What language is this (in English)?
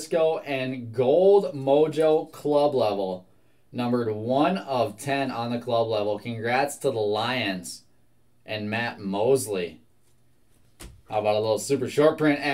English